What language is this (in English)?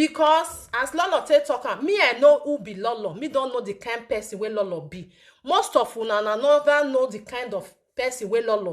Nigerian Pidgin